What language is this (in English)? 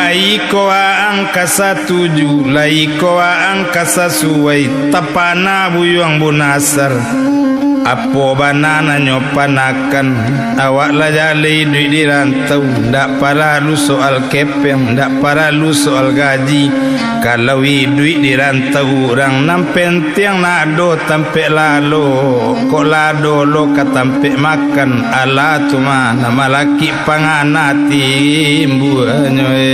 Minangkabau